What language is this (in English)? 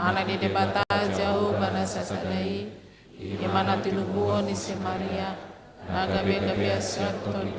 Batak Toba